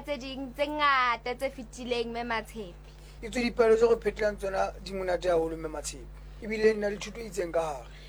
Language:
Southern Sotho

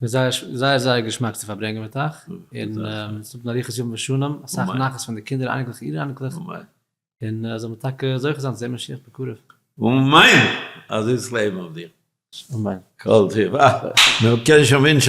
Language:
Yiddish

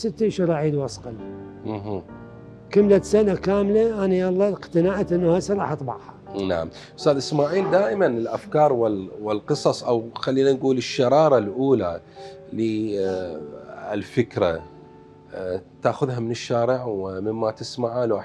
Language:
Mesopotamian Arabic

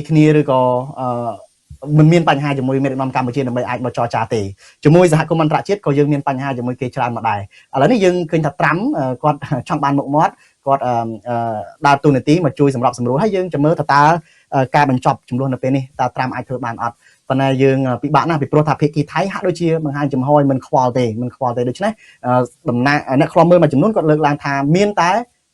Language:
Khmer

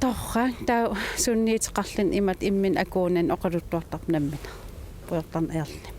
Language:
Kalaallisut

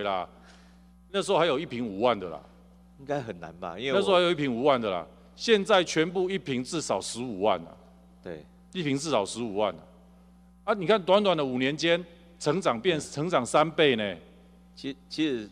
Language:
Chinese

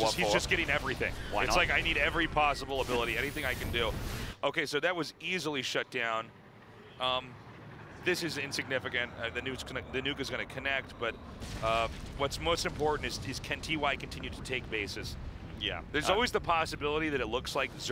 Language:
English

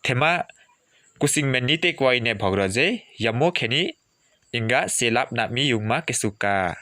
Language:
Limbu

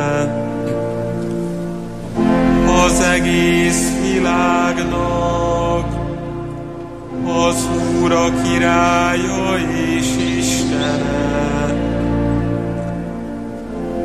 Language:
Hungarian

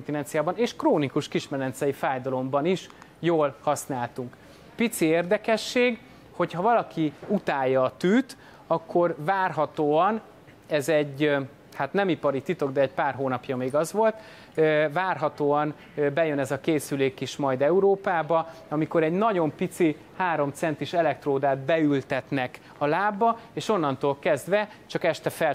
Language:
Hungarian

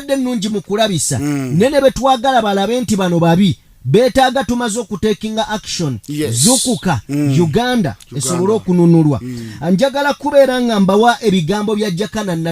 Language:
Ganda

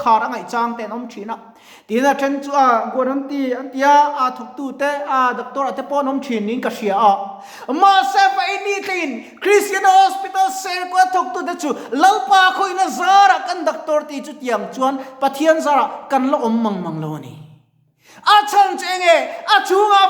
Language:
Mizo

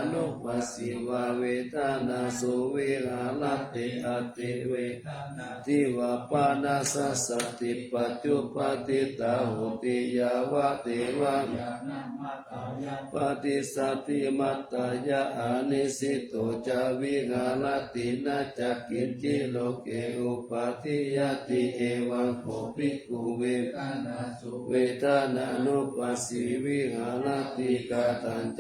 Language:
Pali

